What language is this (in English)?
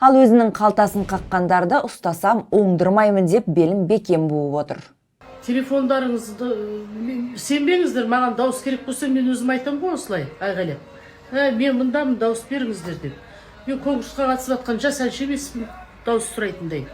Kazakh